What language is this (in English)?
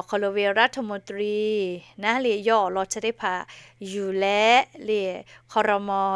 Lahu